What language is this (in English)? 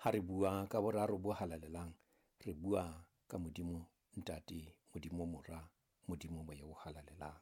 Southern Sotho